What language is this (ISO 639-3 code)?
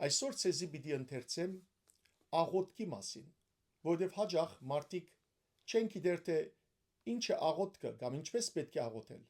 hyw